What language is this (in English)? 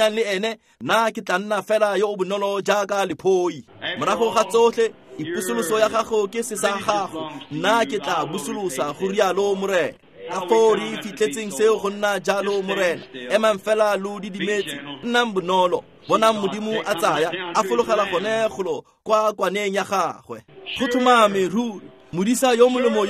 Tswana